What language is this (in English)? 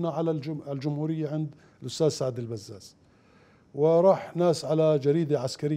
Mesopotamian Arabic